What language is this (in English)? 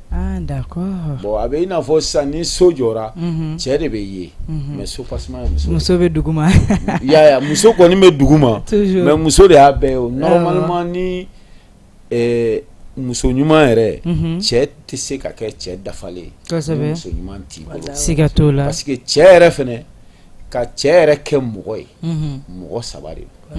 Bambara